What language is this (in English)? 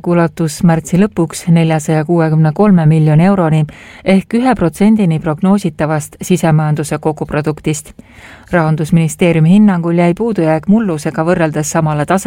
Estonian